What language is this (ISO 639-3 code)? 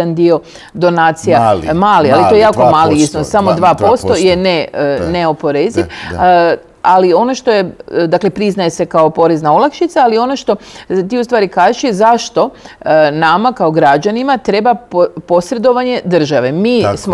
hrv